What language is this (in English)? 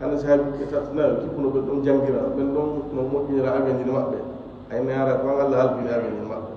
Fula